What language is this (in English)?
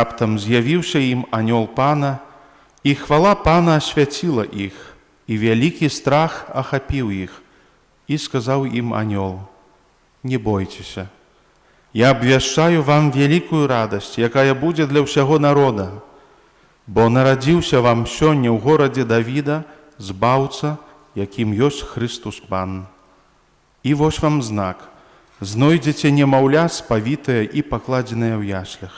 Belarusian